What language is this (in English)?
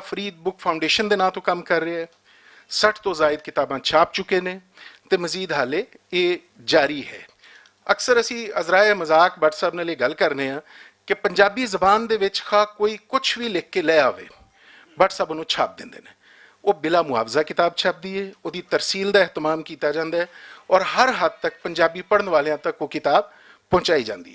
Western Panjabi